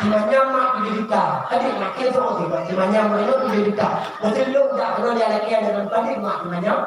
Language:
Achinese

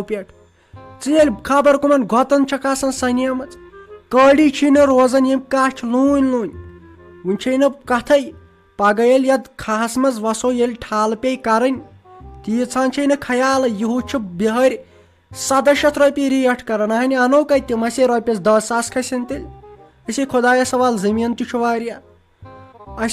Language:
Kashmiri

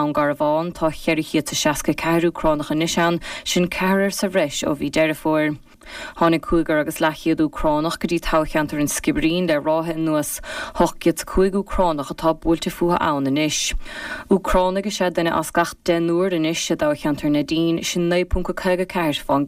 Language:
Irish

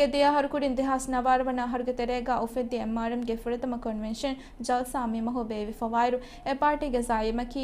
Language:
Divehi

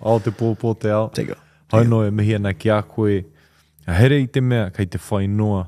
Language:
Māori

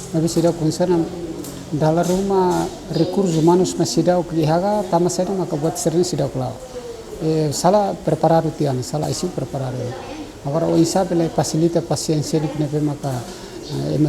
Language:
Tetum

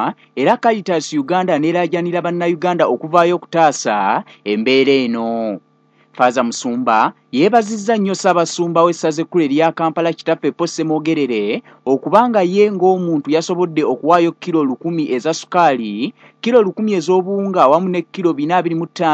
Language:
Ganda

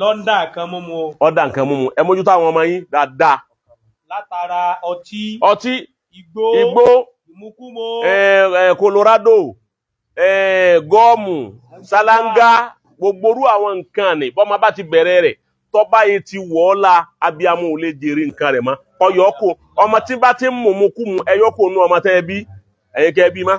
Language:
Yoruba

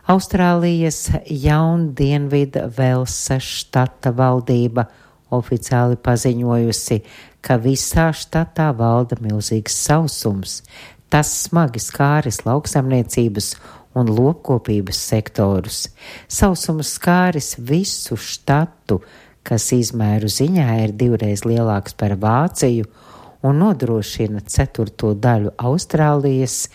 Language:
Latvian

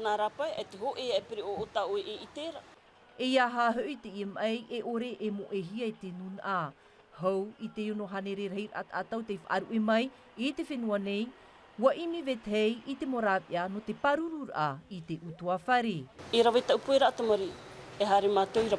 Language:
Tahitian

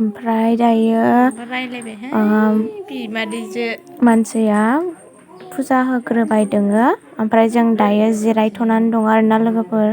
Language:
Bodo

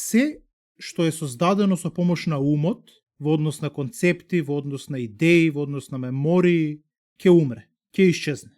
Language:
Macedonian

